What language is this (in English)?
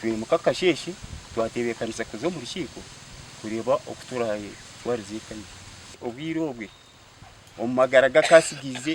Nyankole